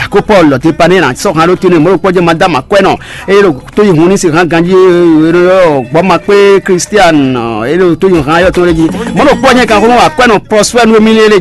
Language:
Fon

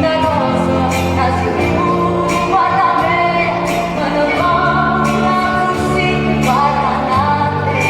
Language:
Neapolitan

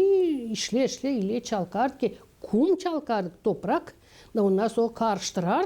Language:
Gagauz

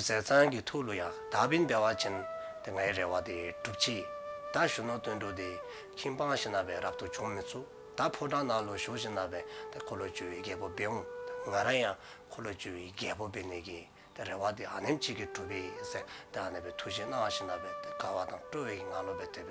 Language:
Dzongkha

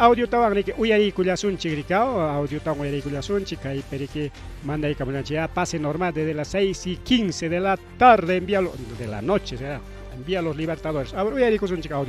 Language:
Ayacucho Quechua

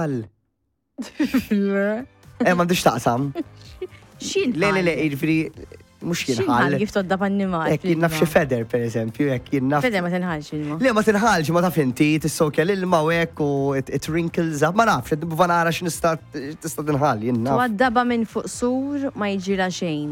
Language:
Maltese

